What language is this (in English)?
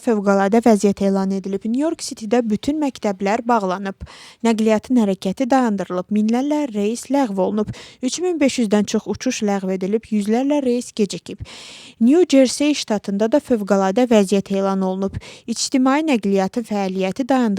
Azerbaijani